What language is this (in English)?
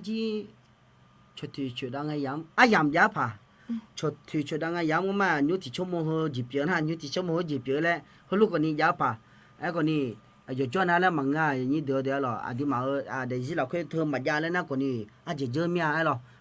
Akha